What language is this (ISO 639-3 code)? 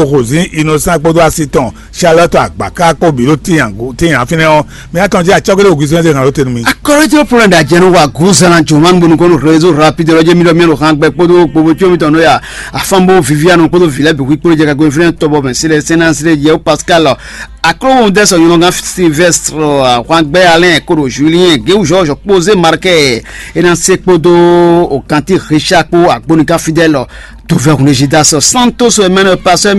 fon